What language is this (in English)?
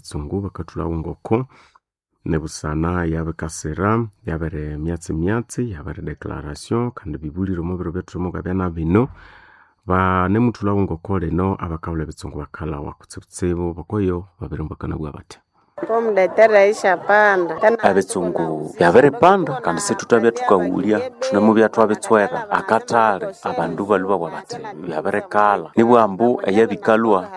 Nande